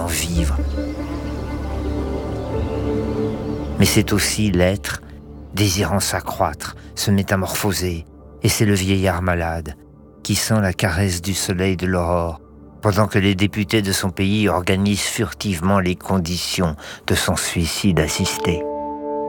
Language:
French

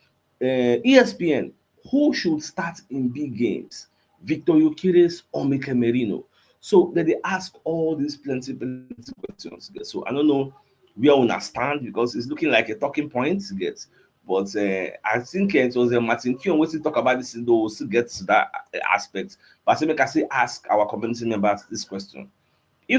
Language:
Nigerian Pidgin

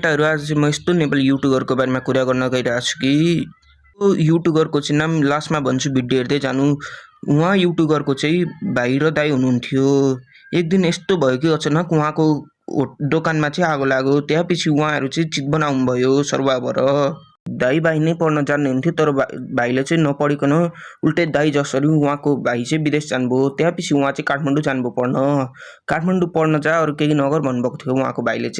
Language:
Nepali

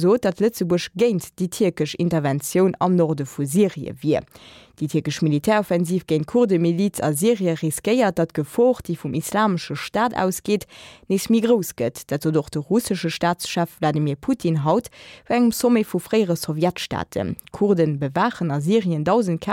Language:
Luxembourgish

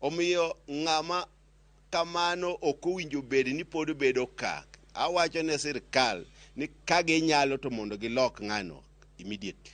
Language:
Luo (Kenya and Tanzania)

